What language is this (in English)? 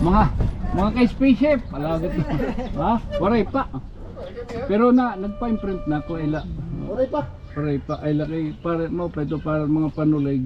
Waray